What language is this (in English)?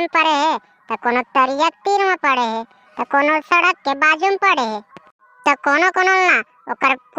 Chhattisgarhi